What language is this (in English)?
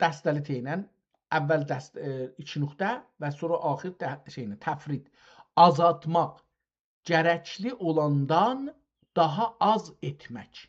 South Azerbaijani